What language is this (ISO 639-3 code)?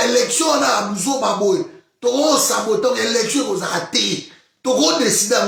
lin